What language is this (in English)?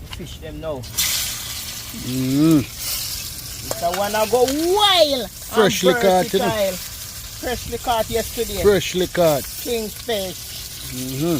Jamaican Creole English